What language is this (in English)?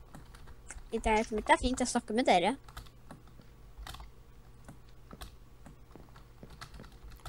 Norwegian